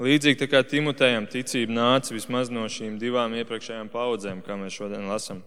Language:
Latvian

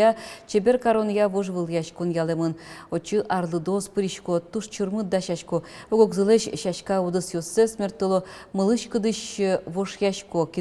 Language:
Udmurt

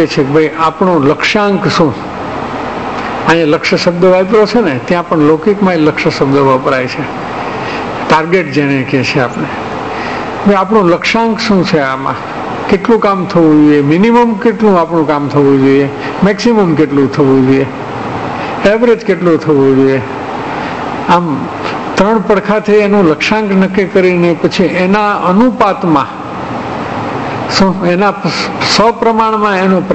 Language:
Gujarati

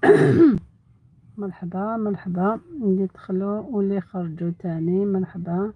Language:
Algerian Arabic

